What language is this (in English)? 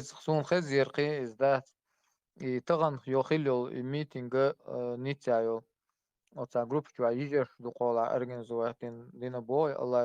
Chechen